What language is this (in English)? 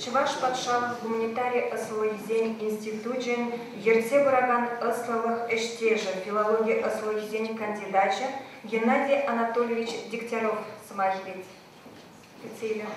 Chuvash